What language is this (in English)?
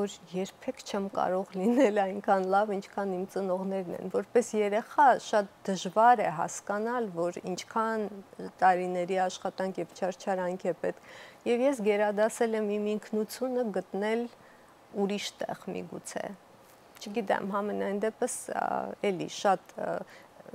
Armenian